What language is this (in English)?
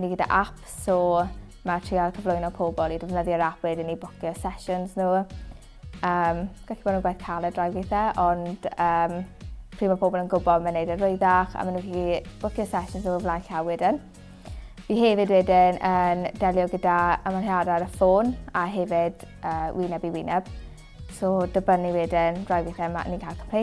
Welsh